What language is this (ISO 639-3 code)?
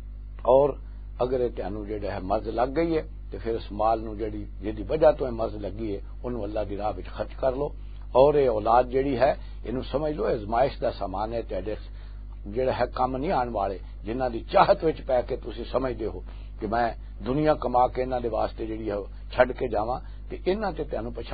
lah